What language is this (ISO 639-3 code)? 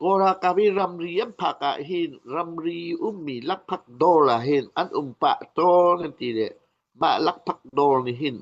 cnh